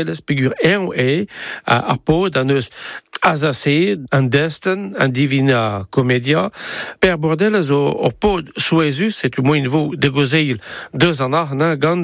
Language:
Breton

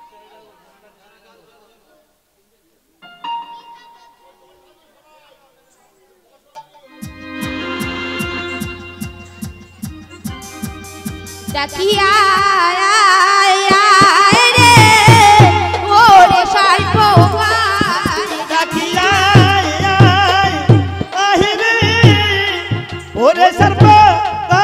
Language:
Bangla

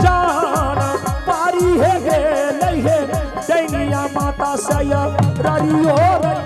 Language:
Angika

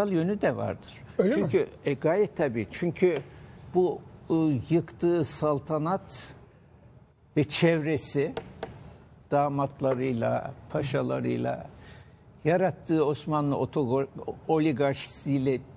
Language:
Turkish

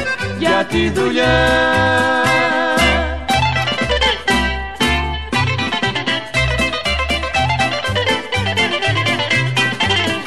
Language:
Greek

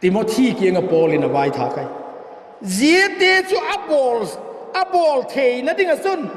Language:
Vaiphei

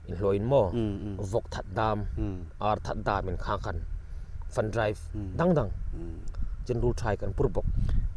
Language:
Hmar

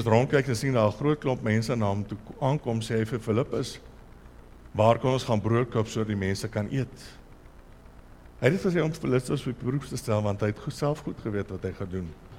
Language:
Afrikaans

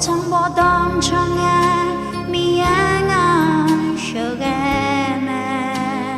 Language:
Akha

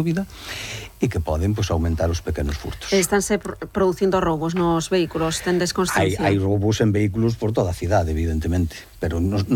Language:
Galician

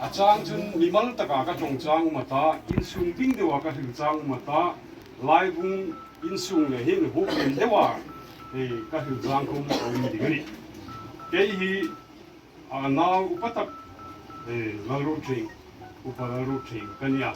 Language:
Hmar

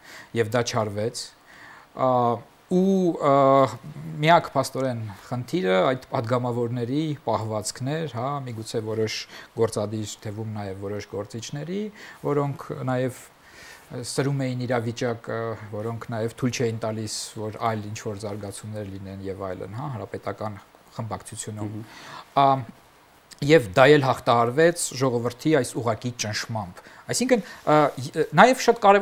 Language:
Armenian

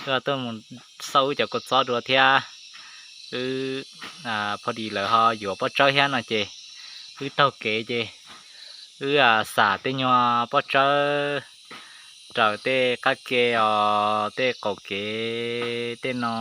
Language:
Hmong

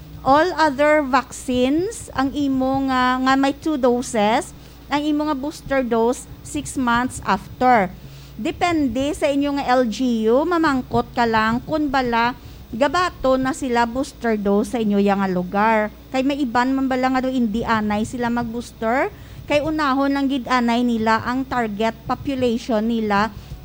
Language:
Hiligaynon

